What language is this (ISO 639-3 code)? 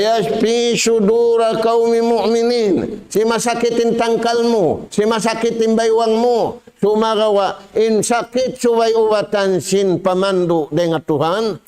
tsg